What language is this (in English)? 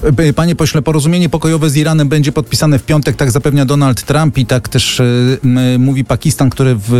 Polish